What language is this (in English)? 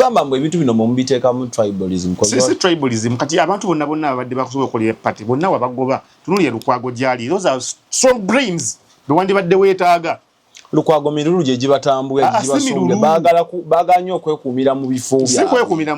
Ganda